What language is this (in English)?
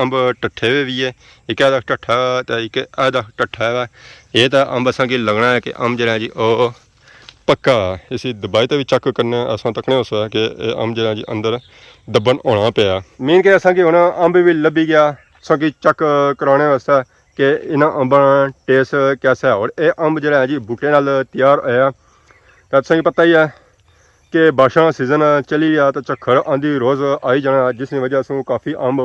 Pahari-Potwari